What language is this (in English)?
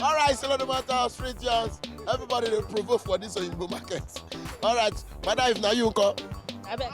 Nigerian Pidgin